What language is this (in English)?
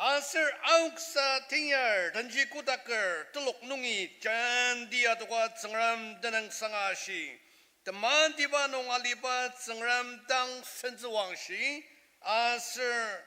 Ao Naga